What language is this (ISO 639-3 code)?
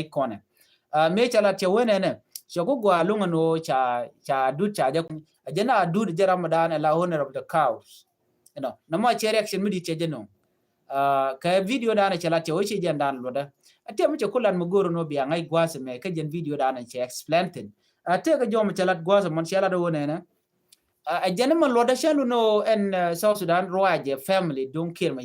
nus